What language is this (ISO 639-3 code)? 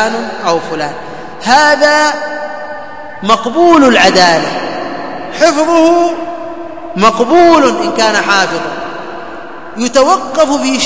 ara